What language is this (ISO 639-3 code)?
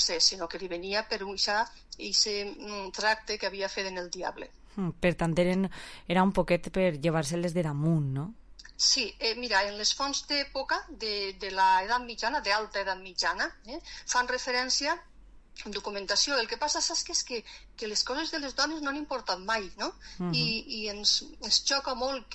cat